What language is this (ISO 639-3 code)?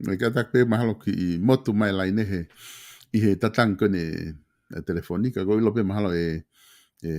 ton